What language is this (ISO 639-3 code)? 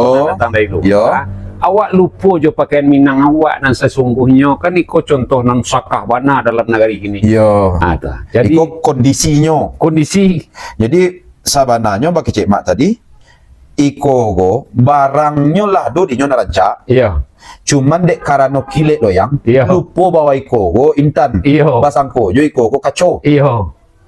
min